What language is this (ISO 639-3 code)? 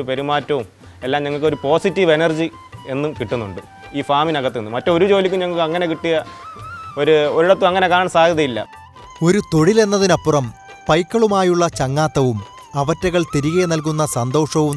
mal